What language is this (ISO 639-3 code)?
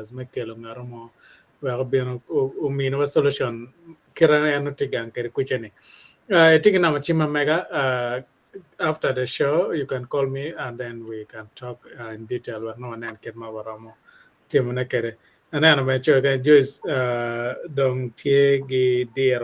ach